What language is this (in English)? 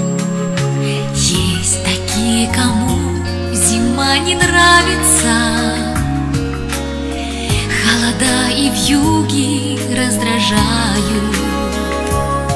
Russian